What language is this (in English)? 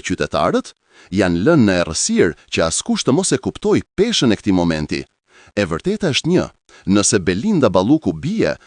Albanian